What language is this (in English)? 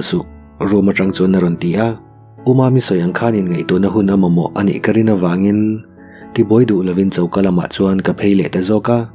Mizo